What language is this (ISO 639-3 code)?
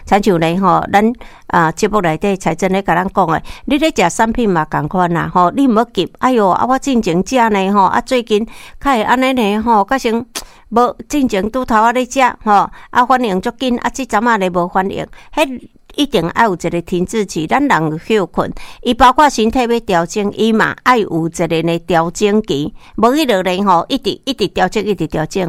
nan